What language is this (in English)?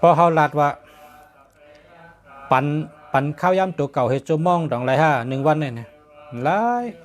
Shan